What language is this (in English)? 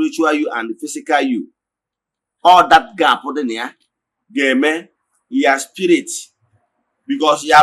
Igbo